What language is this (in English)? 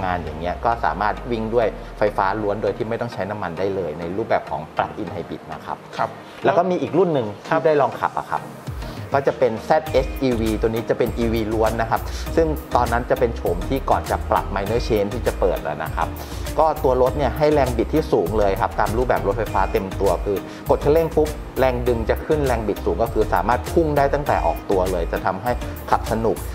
Thai